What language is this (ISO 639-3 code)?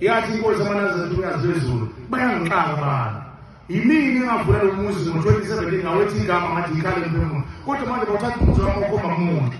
zul